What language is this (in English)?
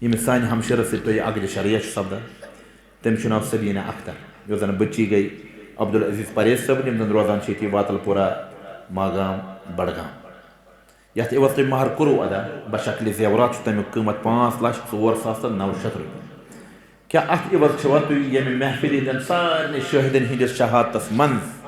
Kashmiri